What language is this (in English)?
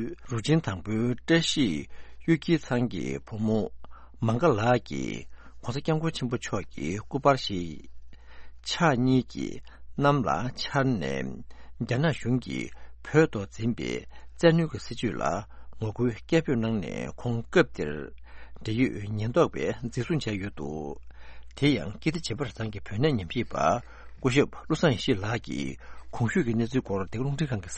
Tibetan